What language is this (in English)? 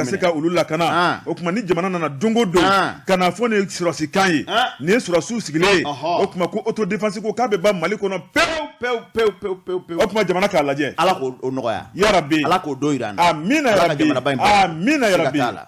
Bambara